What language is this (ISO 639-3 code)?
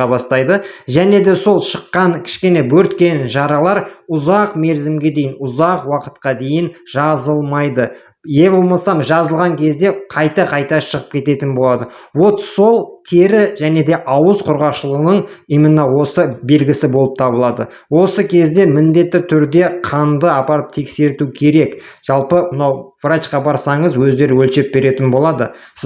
kaz